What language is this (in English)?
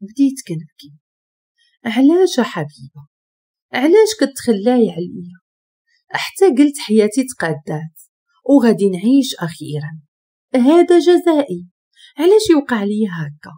Moroccan Arabic